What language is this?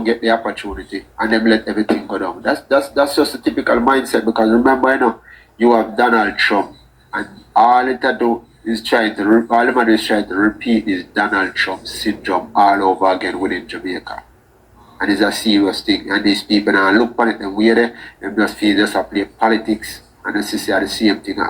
Jamaican Creole English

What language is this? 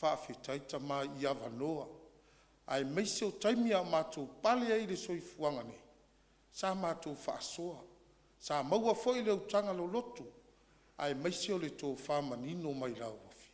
Samoan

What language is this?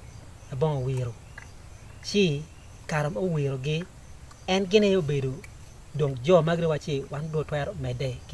Acoli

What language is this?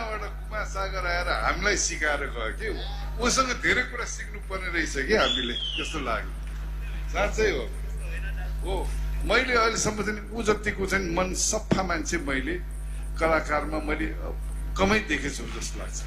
Nepali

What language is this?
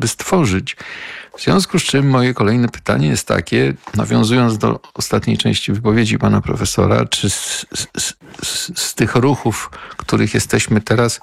Polish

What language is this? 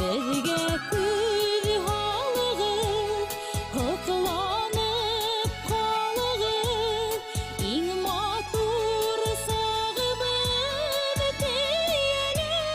Bashkir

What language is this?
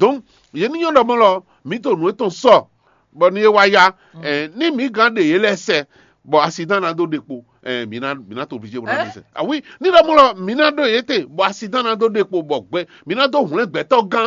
Fon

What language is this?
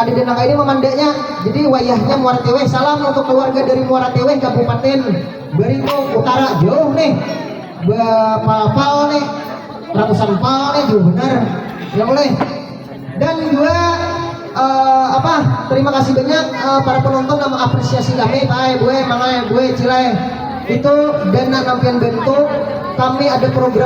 Banjar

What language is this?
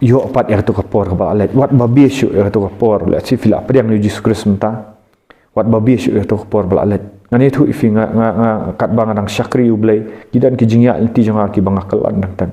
Khasi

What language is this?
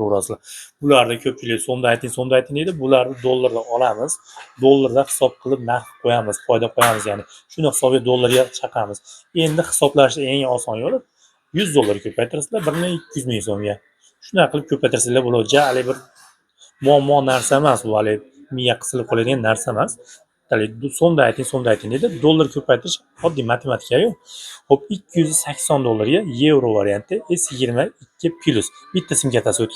Uzbek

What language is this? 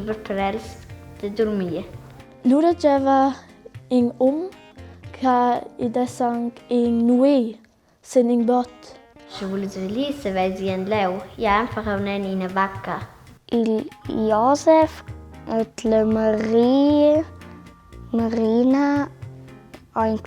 Romansh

